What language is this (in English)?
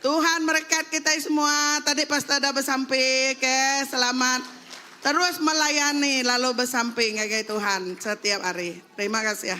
Iban